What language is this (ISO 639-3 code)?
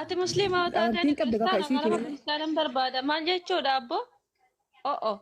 orm